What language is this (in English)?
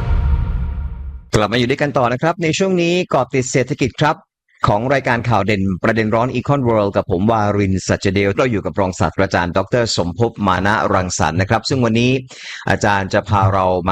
Thai